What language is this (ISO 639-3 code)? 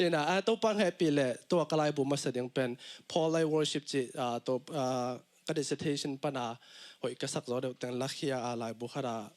ctd